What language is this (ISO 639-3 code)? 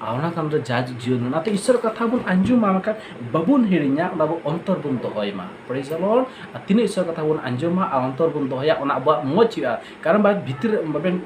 sat